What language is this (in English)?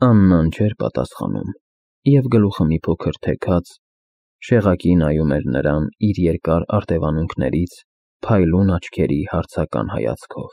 Armenian